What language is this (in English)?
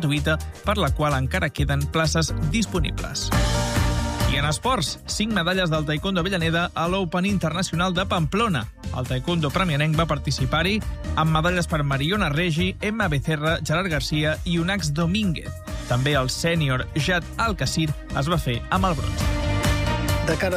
Catalan